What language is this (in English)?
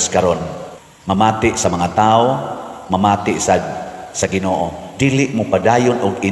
Cebuano